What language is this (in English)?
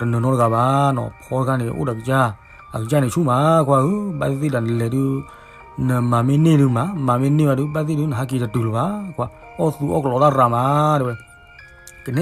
S'gaw Karen